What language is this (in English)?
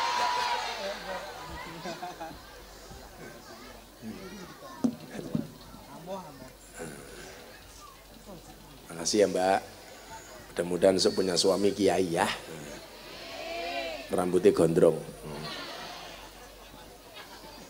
Indonesian